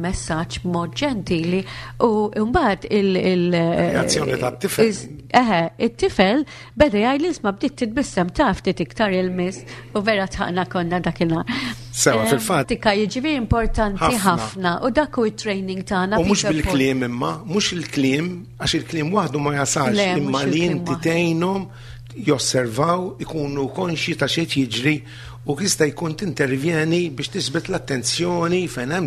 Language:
Maltese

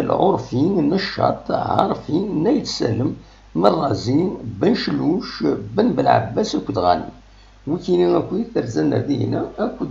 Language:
Kabyle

